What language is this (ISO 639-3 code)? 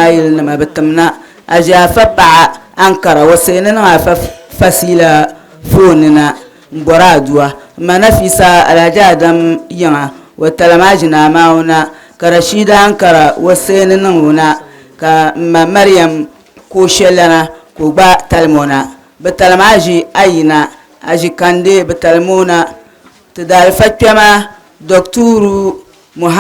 dag